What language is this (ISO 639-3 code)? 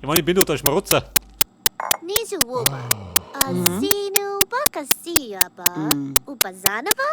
bar